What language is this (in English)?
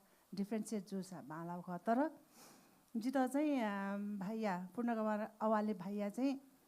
Newari